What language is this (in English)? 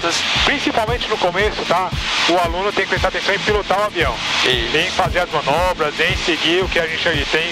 Portuguese